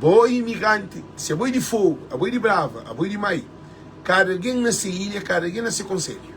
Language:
Kabuverdianu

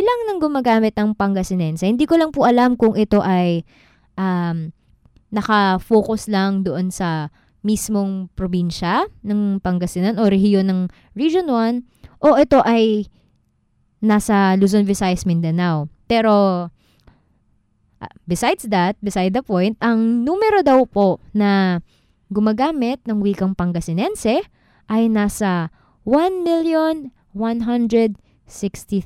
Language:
Filipino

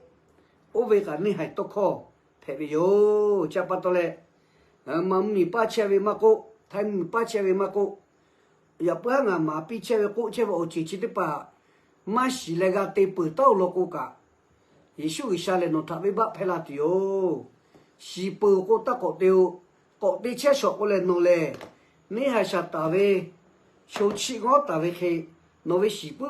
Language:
Lahu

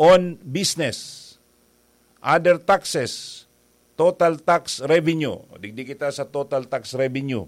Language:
Bikol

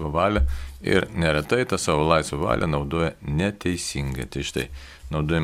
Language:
Lithuanian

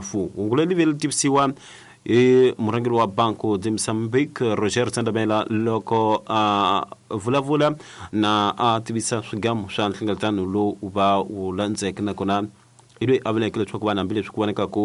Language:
Tsonga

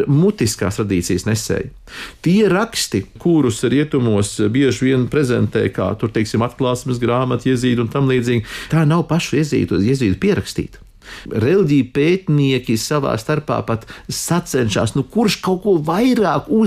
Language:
Latvian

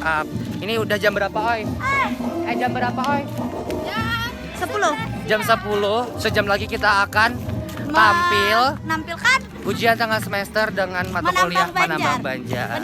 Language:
Banjar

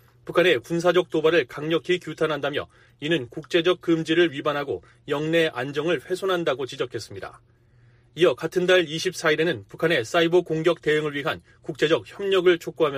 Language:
Korean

